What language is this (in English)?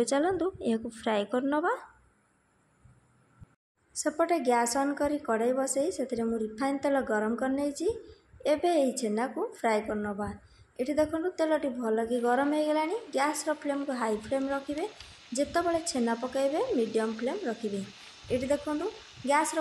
Odia